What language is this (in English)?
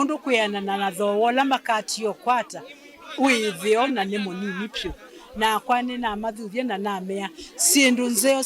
Kamba